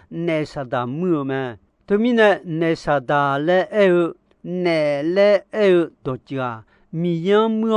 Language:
Akha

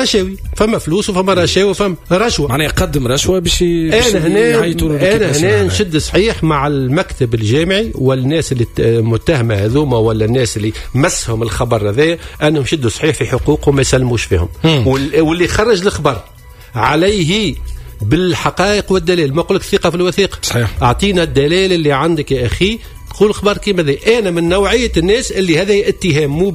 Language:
Tunisian Arabic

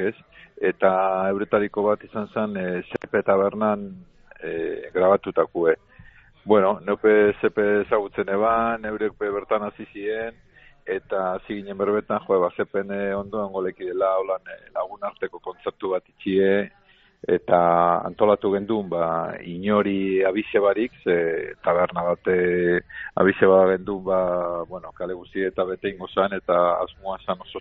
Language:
Basque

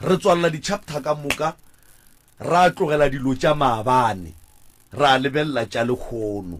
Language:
Northern Sotho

